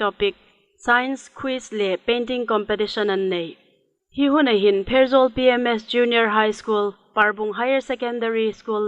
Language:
Hmar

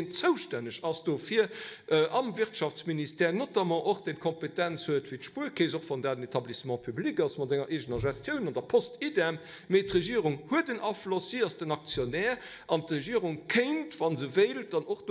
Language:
Luxembourgish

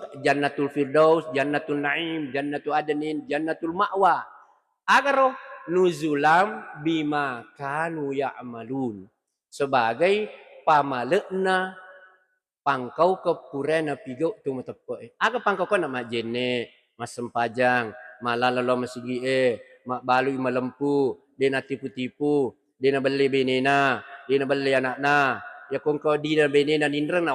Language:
Buginese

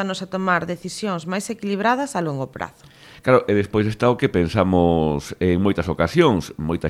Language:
Galician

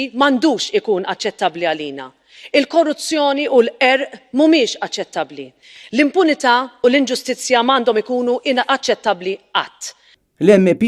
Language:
Maltese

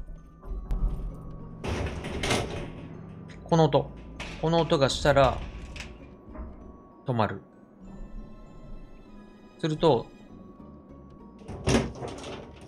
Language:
Japanese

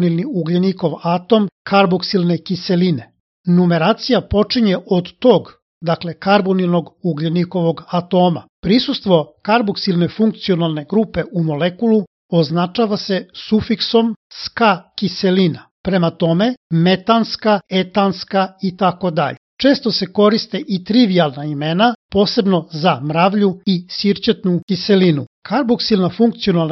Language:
Serbian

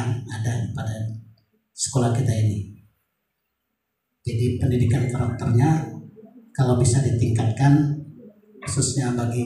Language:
Indonesian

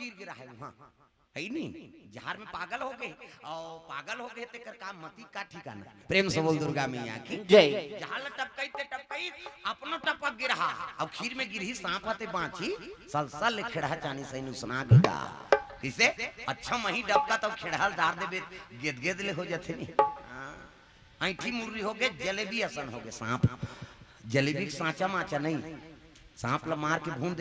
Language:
Chhattisgarhi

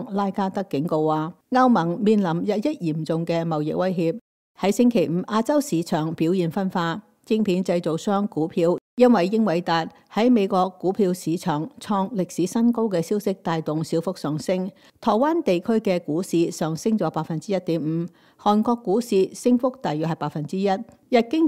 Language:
Cantonese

